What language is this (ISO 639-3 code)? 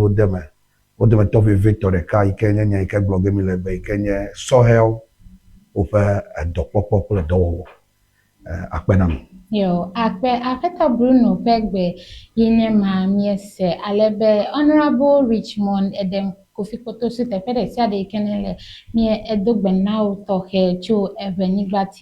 ewe